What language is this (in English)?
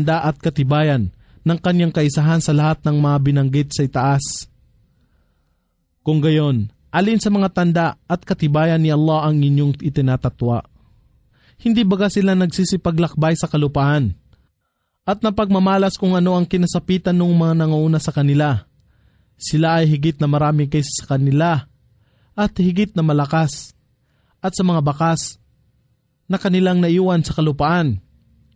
Filipino